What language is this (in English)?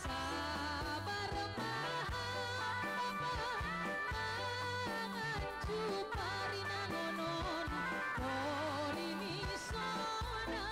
Batak Simalungun